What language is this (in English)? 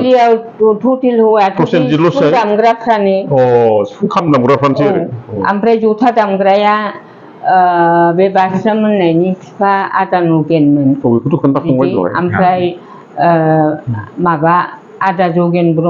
Bodo